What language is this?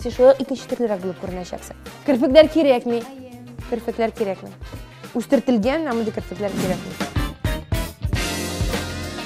Tatar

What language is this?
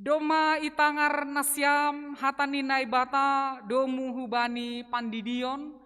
Batak Simalungun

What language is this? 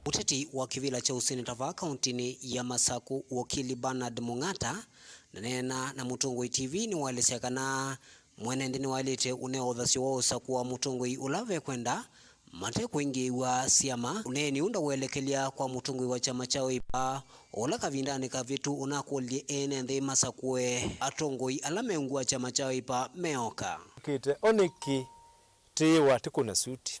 Kamba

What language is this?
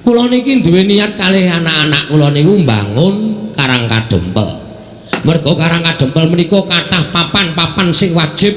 Javanese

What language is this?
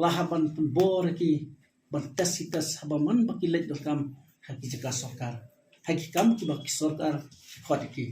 Khasi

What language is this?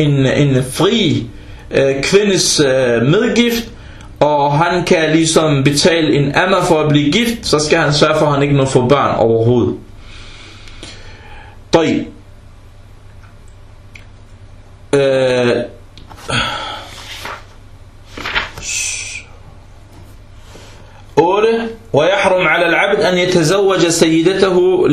Danish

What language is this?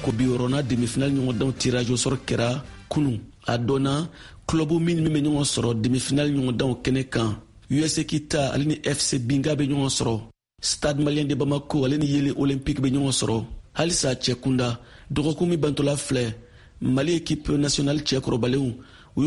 Bambara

